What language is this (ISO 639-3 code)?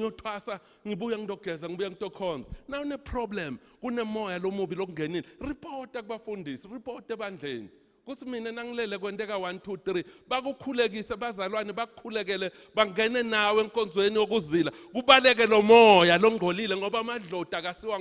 ssw